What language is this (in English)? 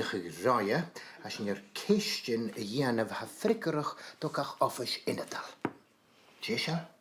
Scottish Gaelic